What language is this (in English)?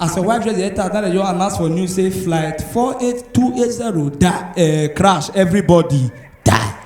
Nigerian Pidgin